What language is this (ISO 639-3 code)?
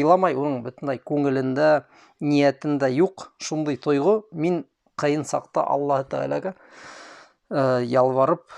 bak